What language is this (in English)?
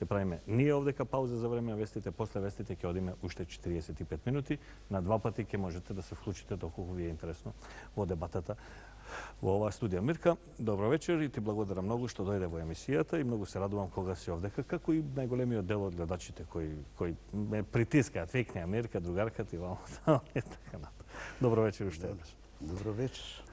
Macedonian